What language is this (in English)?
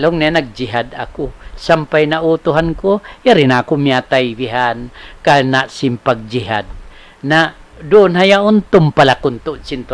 Tausug